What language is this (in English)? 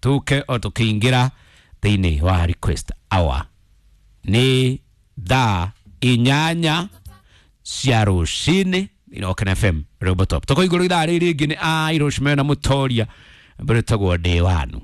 Kikuyu